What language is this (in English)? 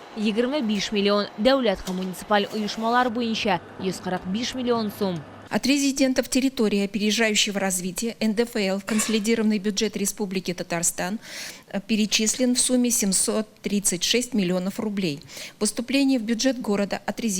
Tatar